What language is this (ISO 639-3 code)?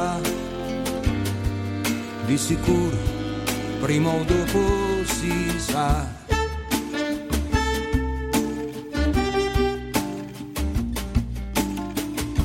deu